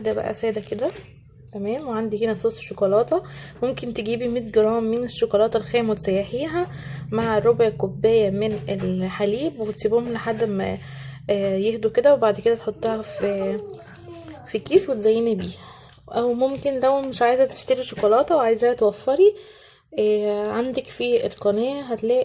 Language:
Egyptian Arabic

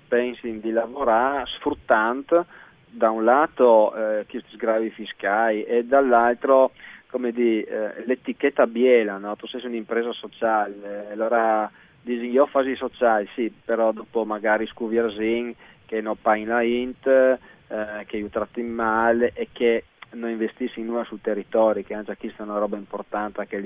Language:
Friulian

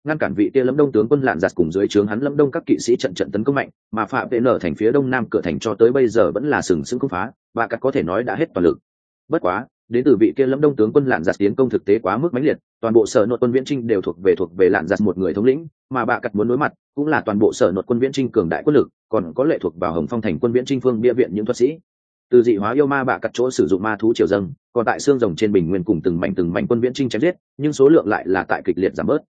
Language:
Vietnamese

